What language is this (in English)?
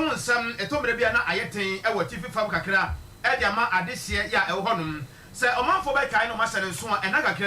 Akan